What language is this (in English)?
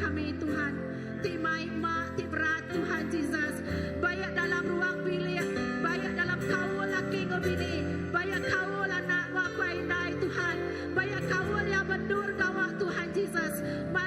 Iban